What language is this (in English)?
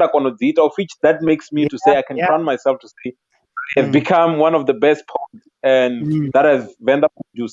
Venda